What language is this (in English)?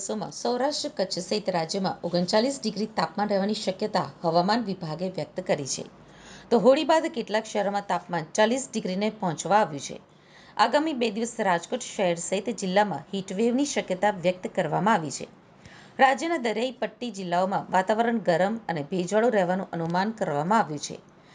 Gujarati